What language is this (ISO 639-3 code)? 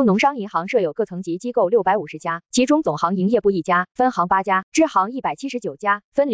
zho